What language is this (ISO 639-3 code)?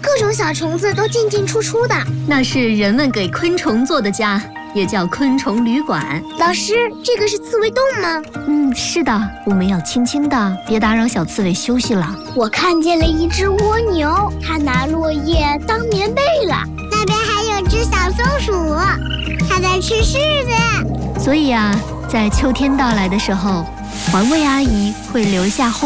zho